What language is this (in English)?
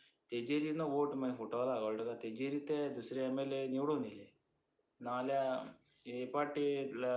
Konkani